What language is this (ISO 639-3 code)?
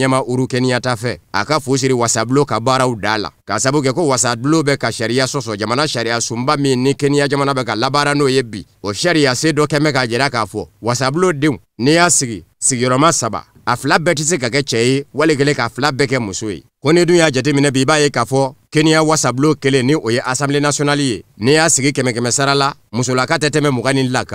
bam